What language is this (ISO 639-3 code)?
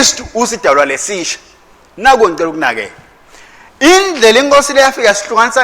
ssw